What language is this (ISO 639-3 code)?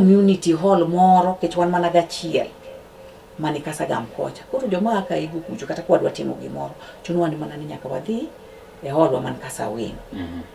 luo